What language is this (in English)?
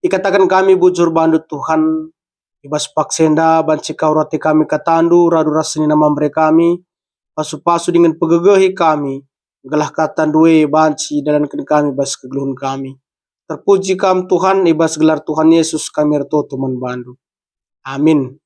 Batak Karo